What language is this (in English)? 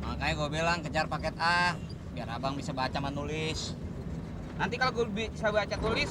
Betawi